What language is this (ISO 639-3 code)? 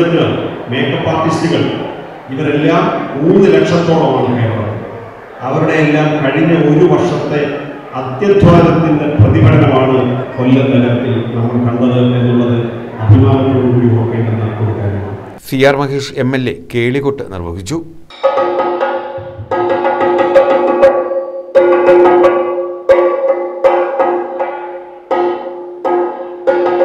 mal